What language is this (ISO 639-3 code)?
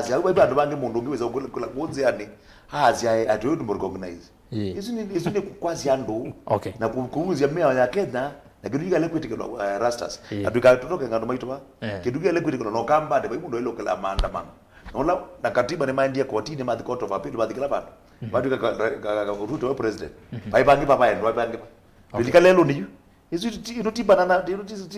kam